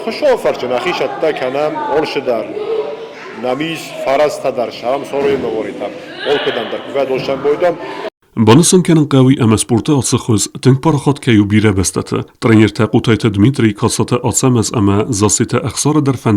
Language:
Ossetic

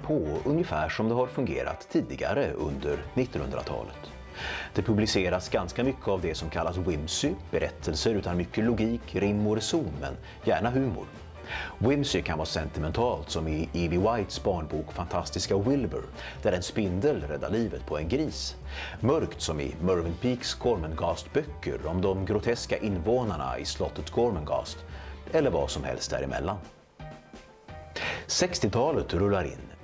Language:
Swedish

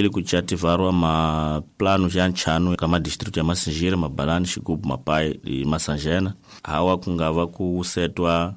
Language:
Tsonga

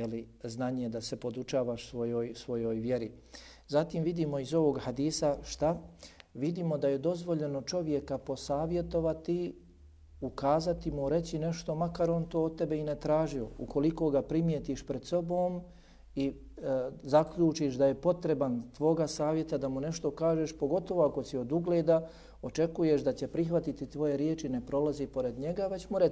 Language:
Bosnian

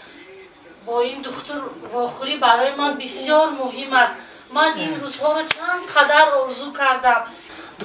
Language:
Tajik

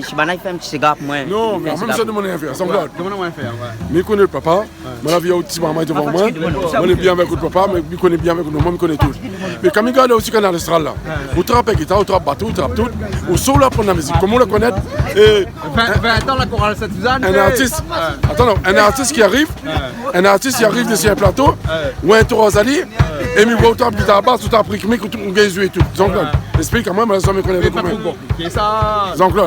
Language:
Réunion Creole French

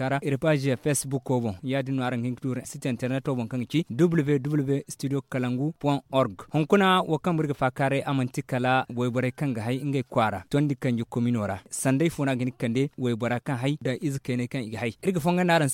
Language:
Zarma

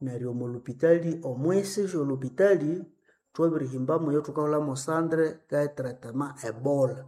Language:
Nande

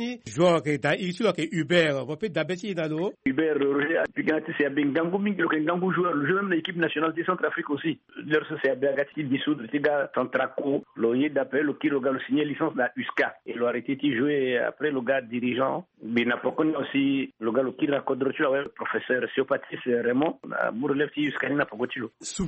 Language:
Sango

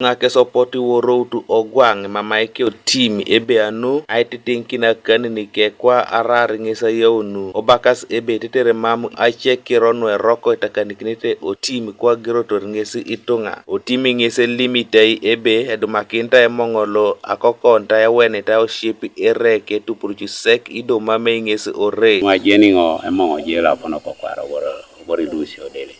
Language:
Teso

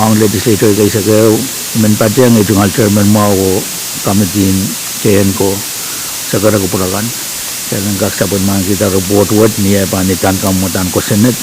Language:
Pohnpeian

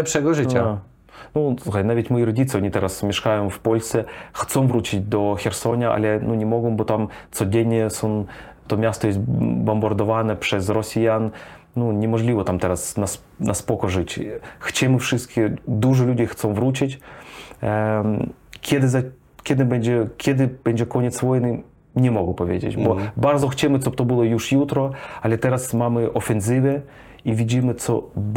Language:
Polish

